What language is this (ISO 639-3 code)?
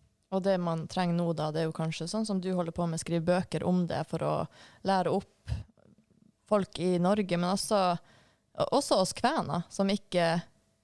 nor